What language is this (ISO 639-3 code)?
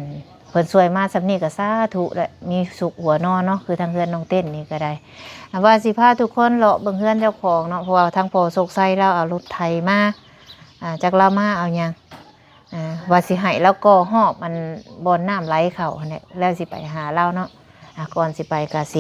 lao